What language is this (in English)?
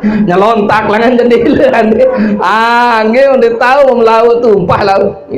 Sasak